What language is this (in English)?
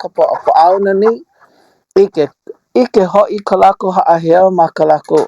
Hawaiian